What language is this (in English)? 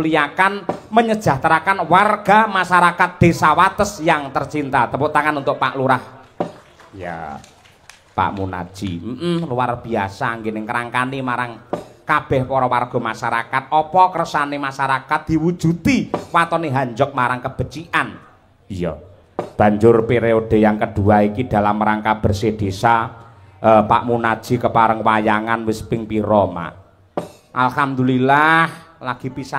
Javanese